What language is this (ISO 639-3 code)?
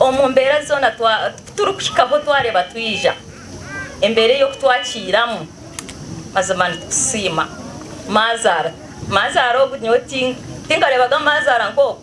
nyn